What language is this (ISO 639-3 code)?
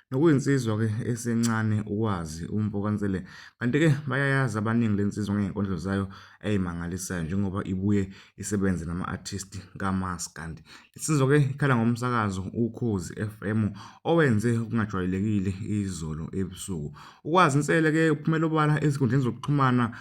zul